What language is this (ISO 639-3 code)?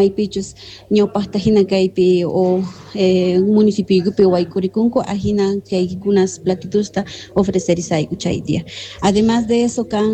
que